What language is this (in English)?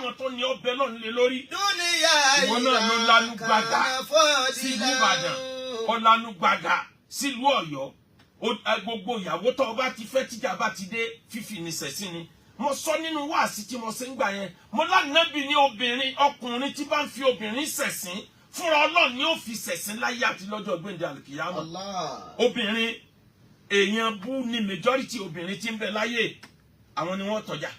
Yoruba